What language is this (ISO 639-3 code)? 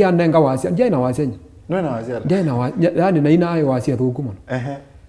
kam